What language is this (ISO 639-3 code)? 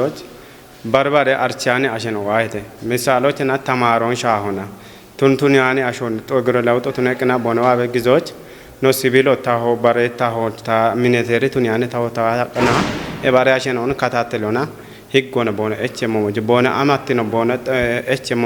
kbr